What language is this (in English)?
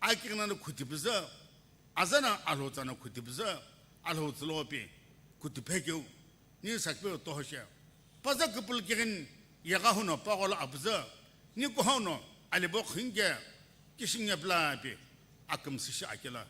Sumi Naga